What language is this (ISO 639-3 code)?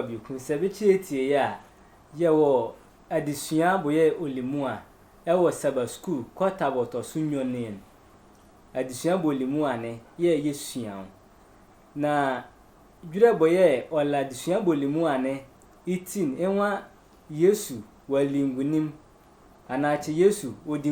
sfw